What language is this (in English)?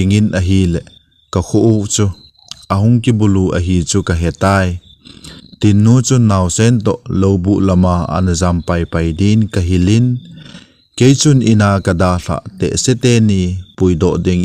Thado Chin